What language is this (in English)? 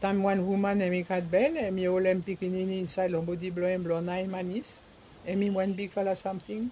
Bislama